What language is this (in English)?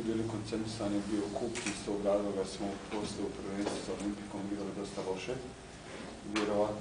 Bosnian